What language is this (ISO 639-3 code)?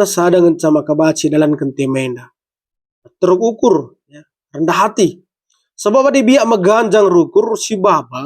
btx